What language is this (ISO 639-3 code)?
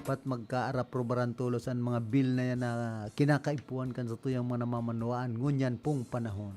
bik